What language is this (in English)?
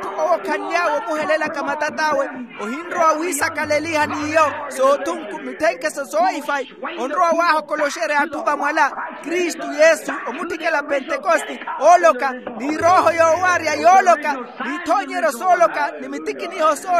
Makhuwa